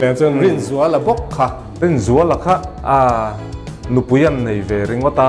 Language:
Mizo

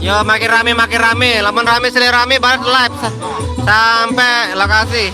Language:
Sasak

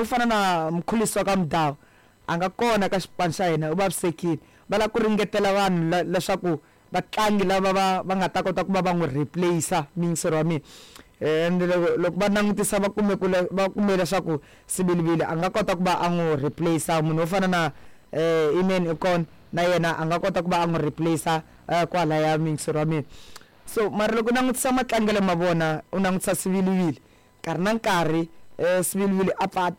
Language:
Tsonga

